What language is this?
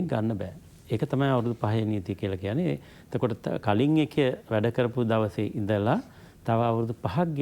Sinhala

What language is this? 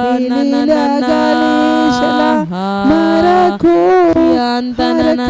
Tem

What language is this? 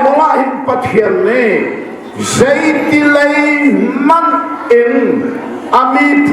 Hakha Chin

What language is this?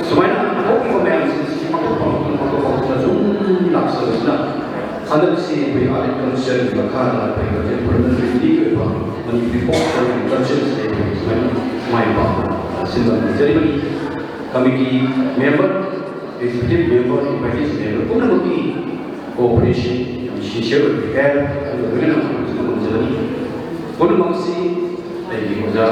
Manipuri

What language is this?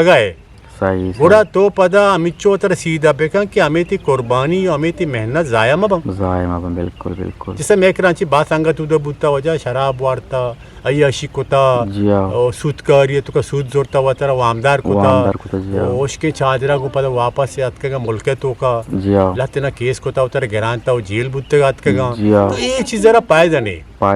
Eastern Balochi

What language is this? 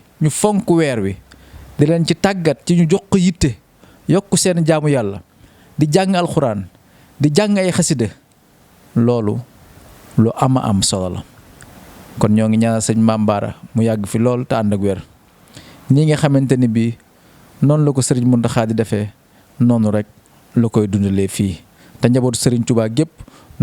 Wolof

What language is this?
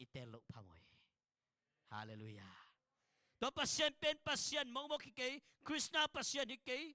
Tedim Chin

